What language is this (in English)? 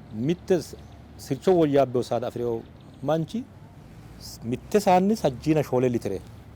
Sidamo